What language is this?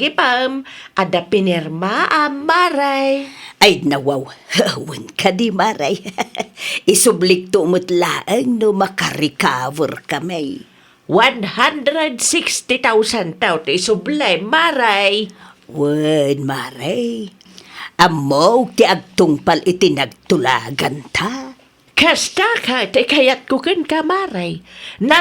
Iloko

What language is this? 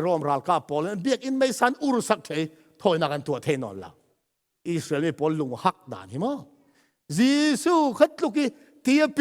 Falam Chin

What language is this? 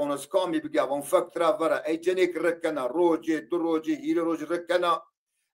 Zaza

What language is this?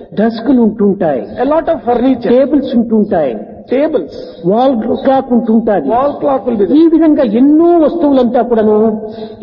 Telugu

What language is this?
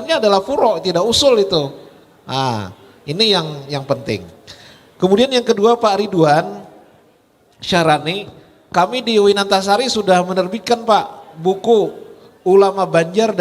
Banjar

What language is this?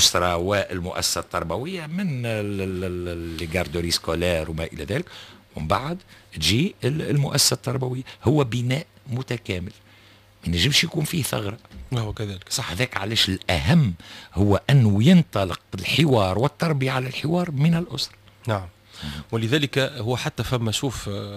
Tunisian Arabic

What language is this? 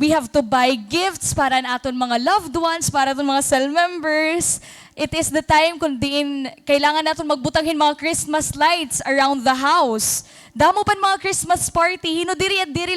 Waray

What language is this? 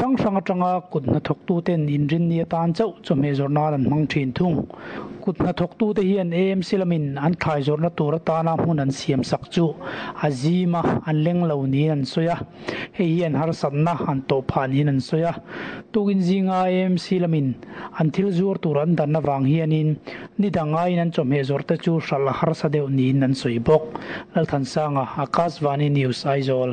Mizo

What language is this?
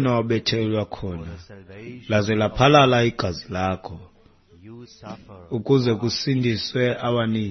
Xhosa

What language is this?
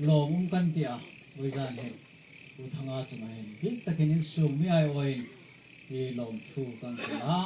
Hmar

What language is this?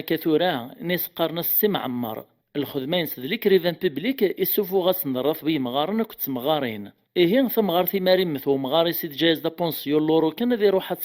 Kabyle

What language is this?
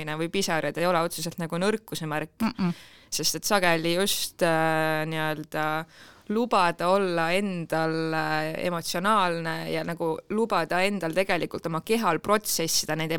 Estonian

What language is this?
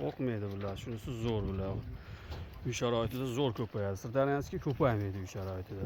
Uzbek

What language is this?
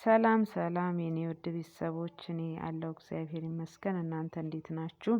Amharic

